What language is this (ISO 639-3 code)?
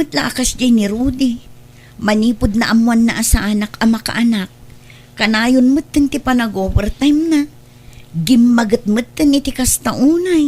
ilo